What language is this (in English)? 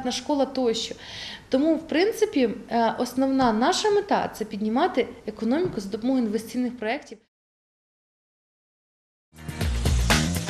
Ukrainian